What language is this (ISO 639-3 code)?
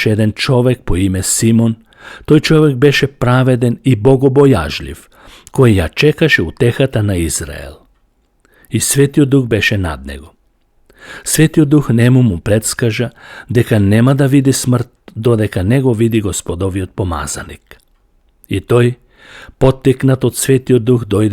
mkd